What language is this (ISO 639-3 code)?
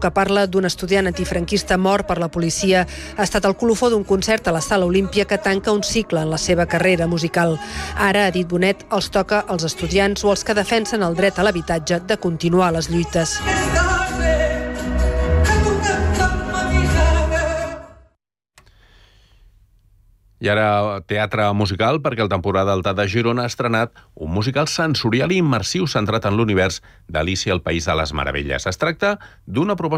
cat